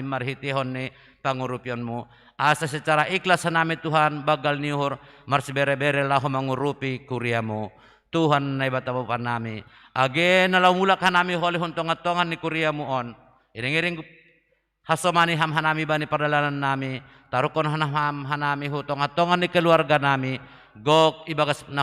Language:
Batak Simalungun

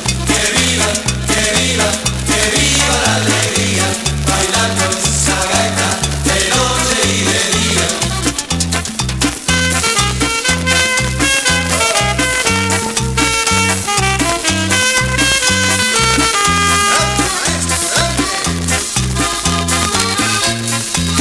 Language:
Spanish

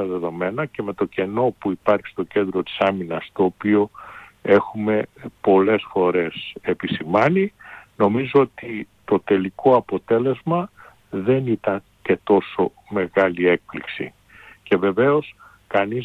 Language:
Greek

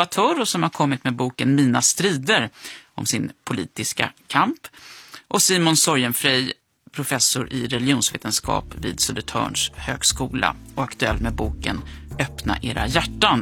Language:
Swedish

